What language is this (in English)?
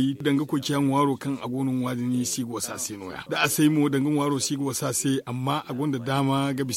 Zarma